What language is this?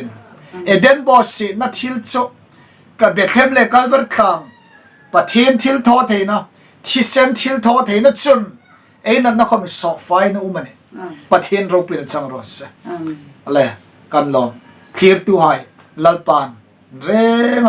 Hmar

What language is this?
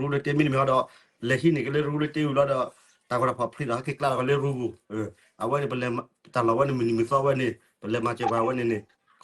S'gaw Karen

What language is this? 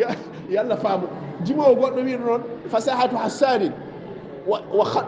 Fula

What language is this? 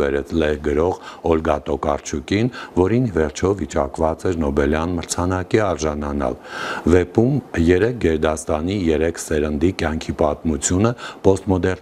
Armenian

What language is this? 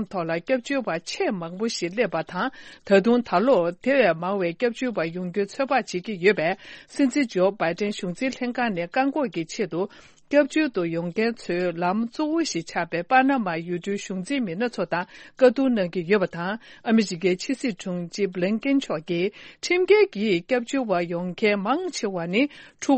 Tibetan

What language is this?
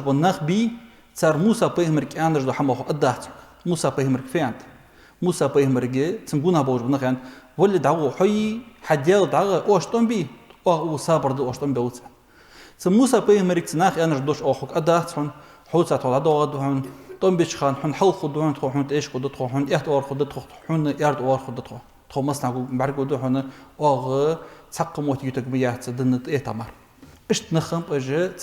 Ingush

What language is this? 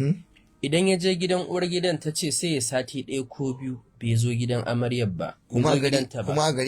Hausa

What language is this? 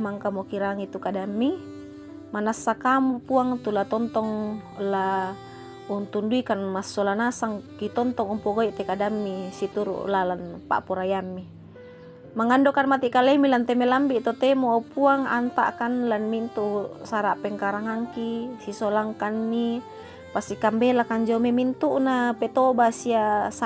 Toraja-Sa'dan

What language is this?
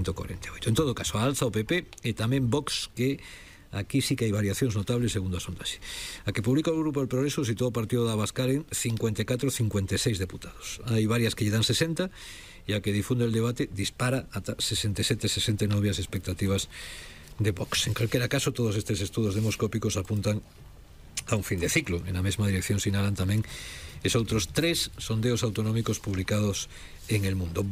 Galician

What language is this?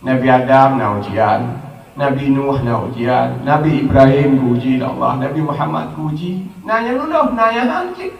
Achinese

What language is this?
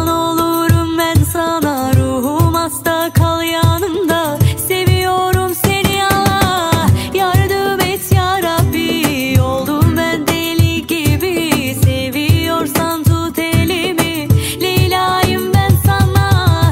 Turkish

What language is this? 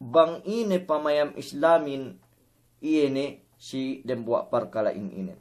Yakan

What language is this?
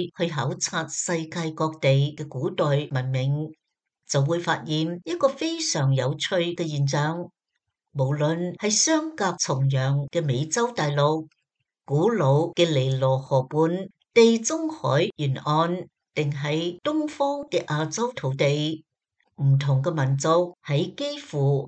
Cantonese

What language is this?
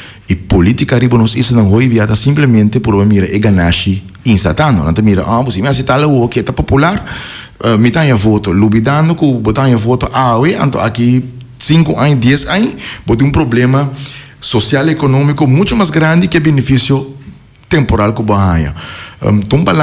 Papiamento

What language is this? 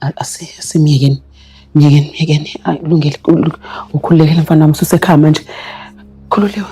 Zulu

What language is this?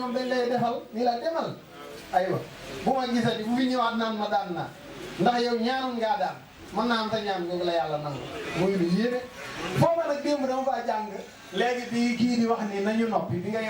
Wolof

